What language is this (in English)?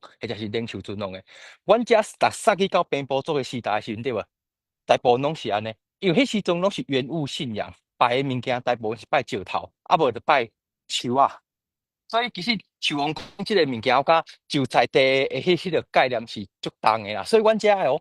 Min Nan Chinese